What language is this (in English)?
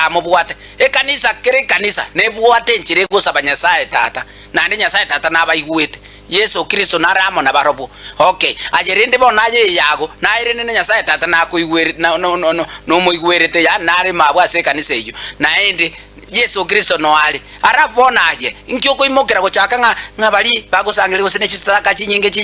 Gusii